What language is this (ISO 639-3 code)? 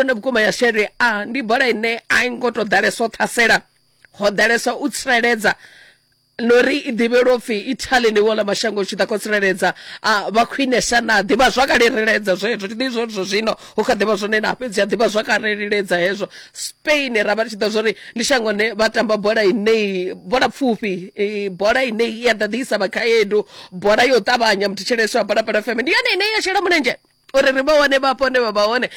ven